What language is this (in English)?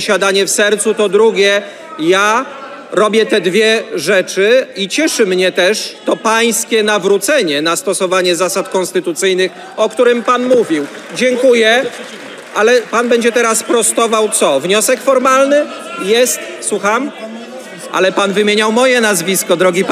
Polish